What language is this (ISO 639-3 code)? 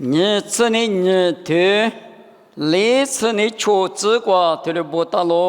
lis